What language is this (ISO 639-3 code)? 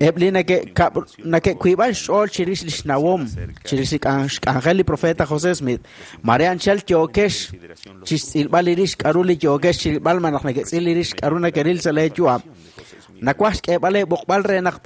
kek